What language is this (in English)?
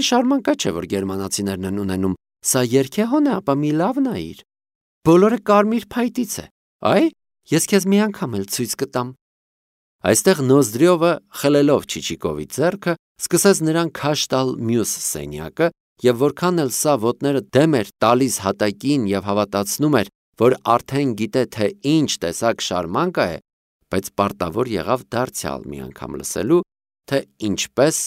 Armenian